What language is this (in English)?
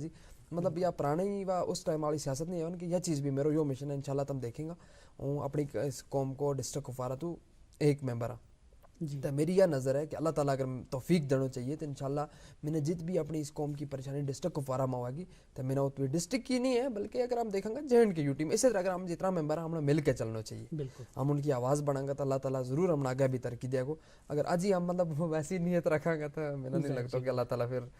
Gujari